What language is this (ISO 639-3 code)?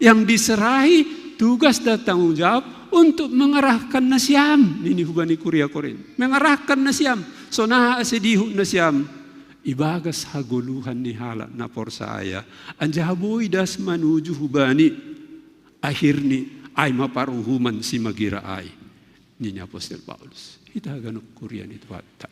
bts